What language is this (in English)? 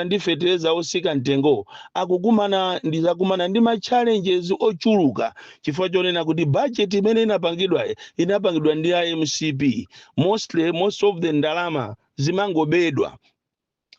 Nyanja